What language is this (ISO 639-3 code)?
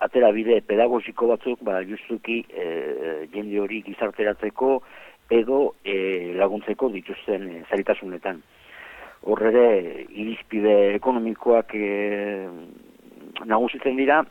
eus